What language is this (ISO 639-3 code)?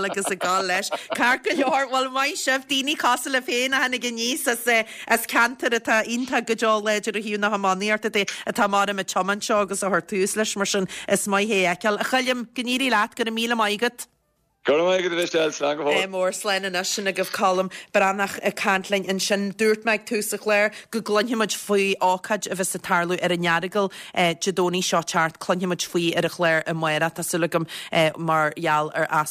gle